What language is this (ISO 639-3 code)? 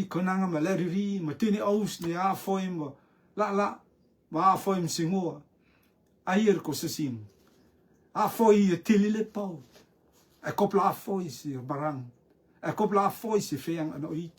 rtm